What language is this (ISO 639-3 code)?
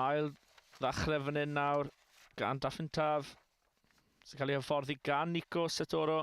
cym